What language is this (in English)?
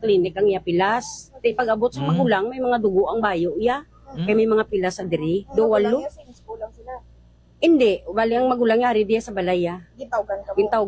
Hiligaynon